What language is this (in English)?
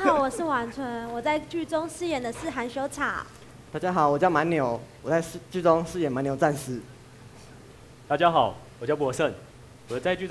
Chinese